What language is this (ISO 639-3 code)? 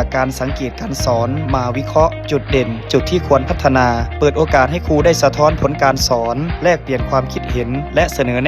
lao